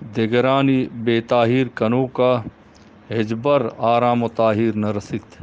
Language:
Eastern Balochi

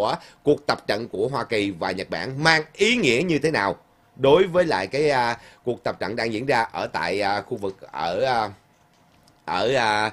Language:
Vietnamese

